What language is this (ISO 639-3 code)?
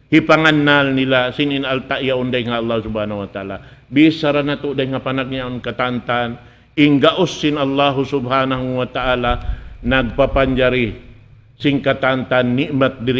tsg